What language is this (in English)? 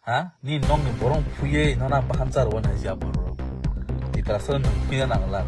Kok Borok